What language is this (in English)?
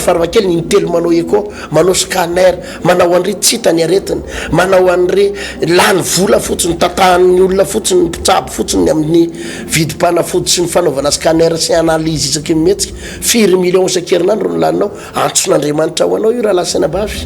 Malagasy